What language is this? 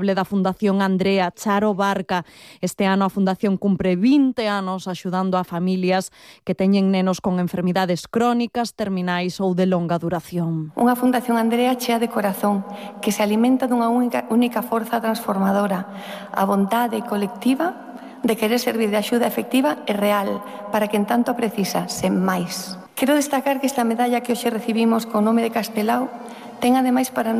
Galician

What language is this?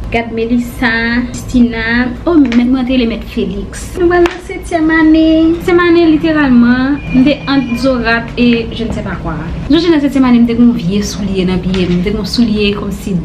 Haitian Creole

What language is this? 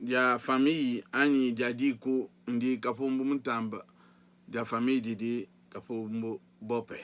Luba-Lulua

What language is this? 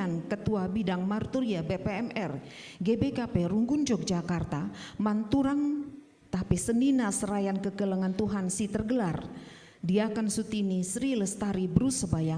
Batak Karo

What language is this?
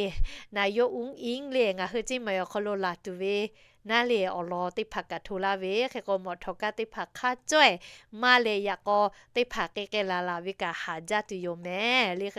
Lahu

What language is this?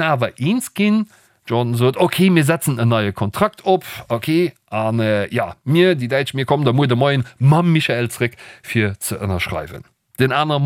Luxembourgish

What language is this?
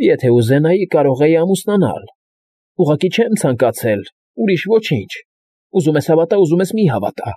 Armenian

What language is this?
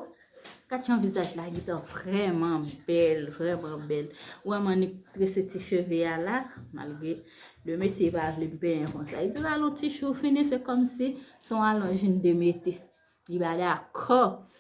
Haitian Creole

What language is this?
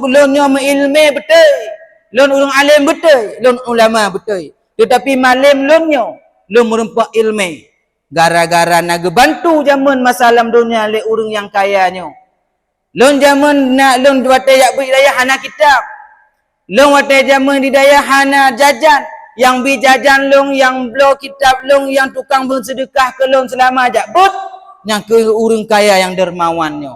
Achinese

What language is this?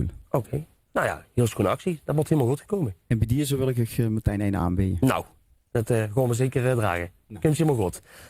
Limburgish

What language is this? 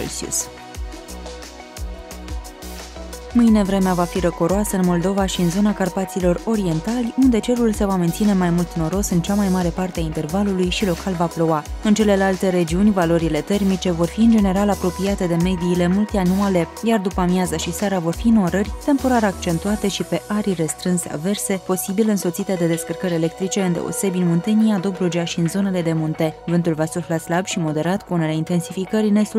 Romanian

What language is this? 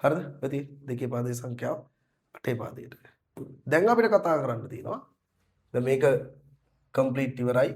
Sinhala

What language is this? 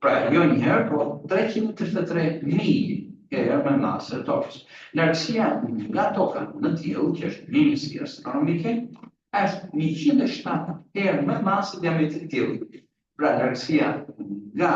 Albanian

